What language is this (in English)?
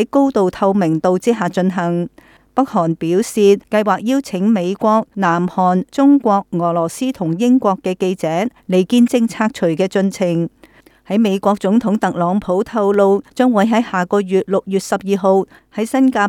Cantonese